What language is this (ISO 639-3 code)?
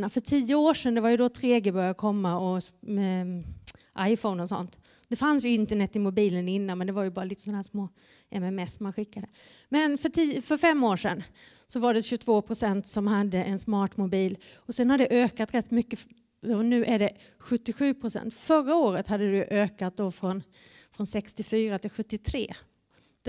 swe